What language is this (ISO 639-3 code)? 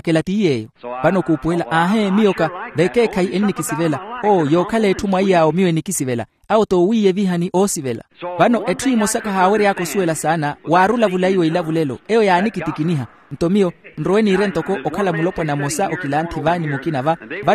vmw